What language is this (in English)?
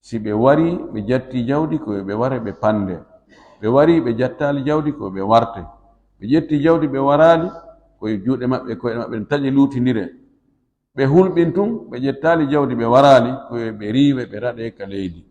Fula